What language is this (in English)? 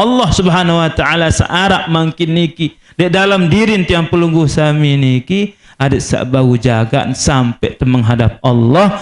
Sasak